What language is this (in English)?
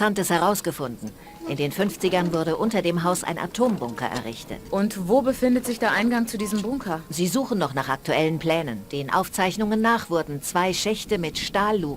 Bavarian